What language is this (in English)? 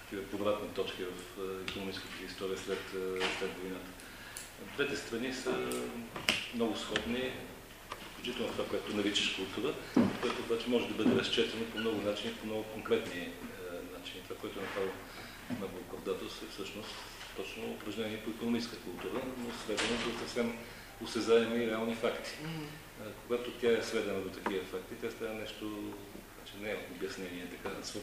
Bulgarian